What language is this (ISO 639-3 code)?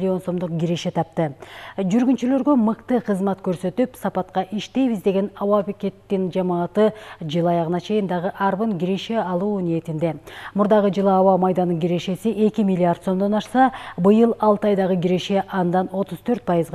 kir